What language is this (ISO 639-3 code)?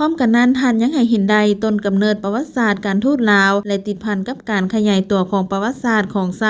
lao